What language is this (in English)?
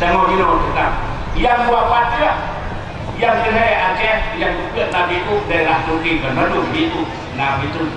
Achinese